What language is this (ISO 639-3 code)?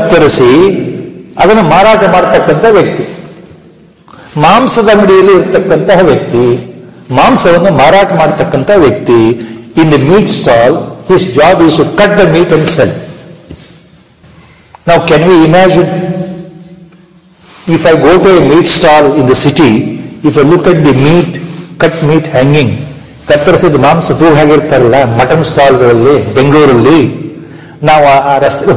kan